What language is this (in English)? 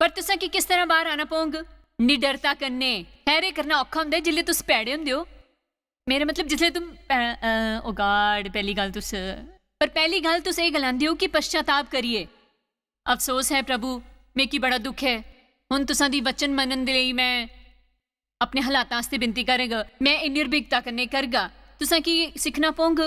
Dogri